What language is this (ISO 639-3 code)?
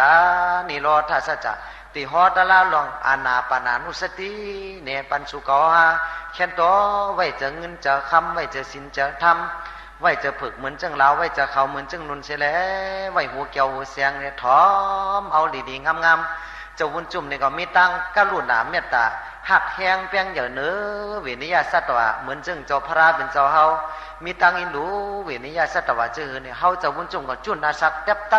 shn